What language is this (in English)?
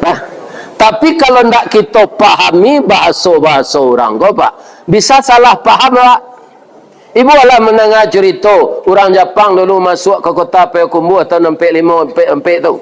Minangkabau